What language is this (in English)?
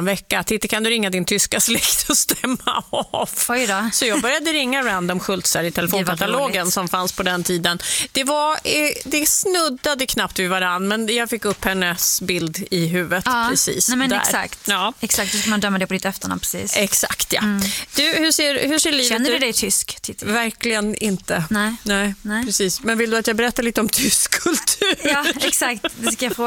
Swedish